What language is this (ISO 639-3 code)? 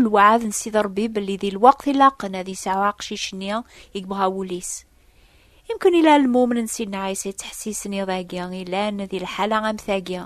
kab